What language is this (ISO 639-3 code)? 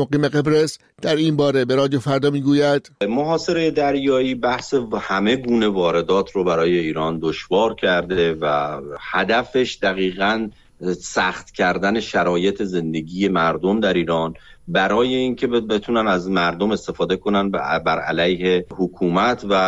fas